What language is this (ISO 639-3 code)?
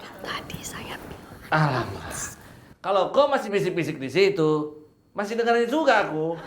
bew